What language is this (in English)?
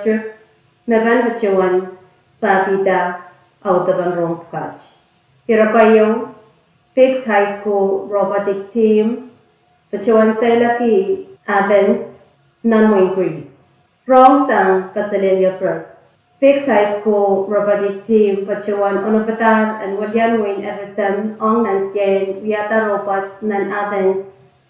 Pohnpeian